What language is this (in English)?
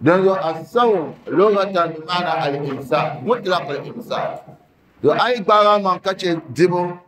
Dagbani